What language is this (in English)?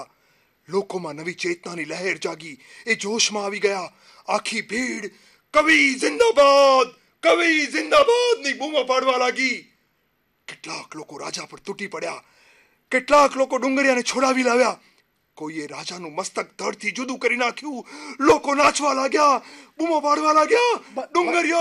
Gujarati